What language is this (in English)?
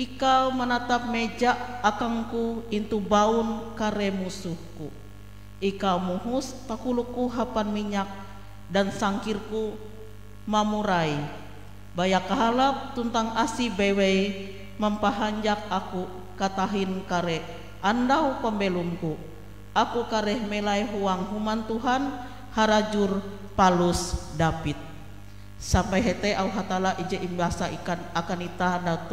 Ngaju